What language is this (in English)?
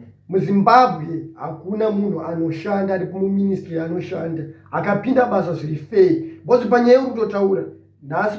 Shona